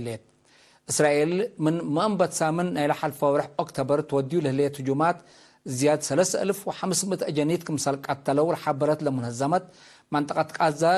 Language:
Tigre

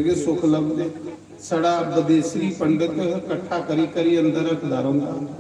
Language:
Dogri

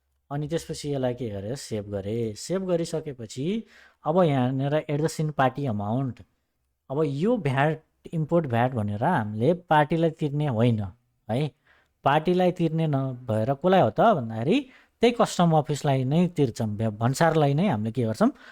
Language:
Nepali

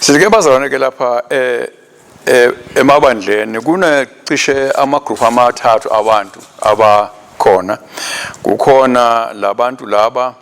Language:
Swati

